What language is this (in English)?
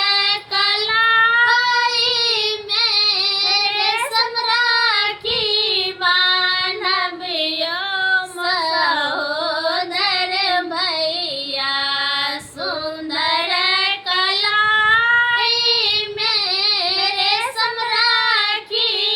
Maithili